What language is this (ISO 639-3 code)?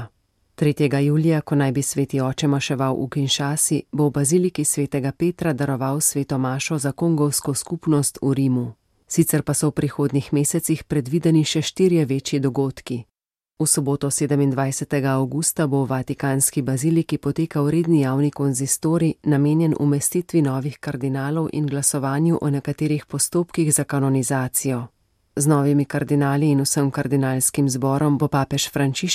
slv